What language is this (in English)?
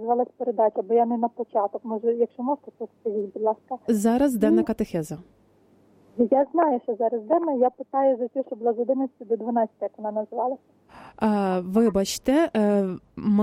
Ukrainian